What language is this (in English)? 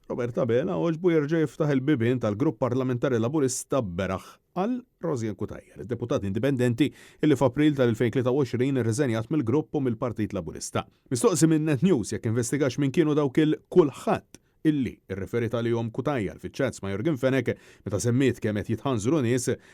Maltese